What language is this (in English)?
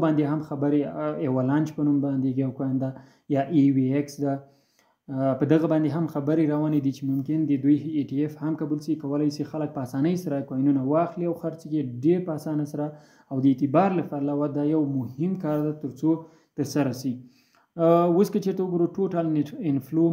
Pashto